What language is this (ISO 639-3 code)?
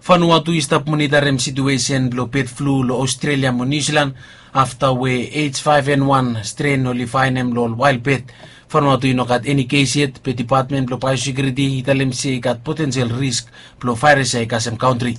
bis